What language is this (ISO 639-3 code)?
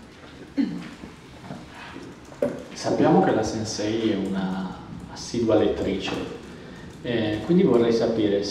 ita